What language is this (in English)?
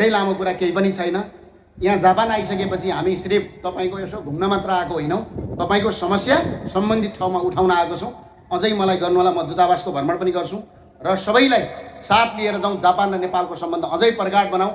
Nepali